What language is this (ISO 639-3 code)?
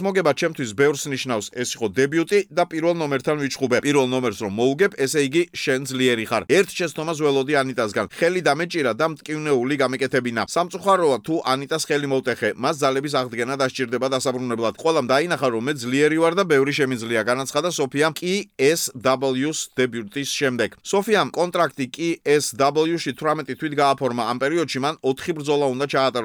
kat